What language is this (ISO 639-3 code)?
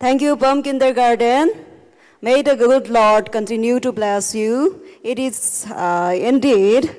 nmf